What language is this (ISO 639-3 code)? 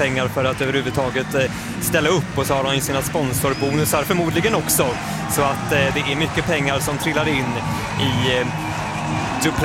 swe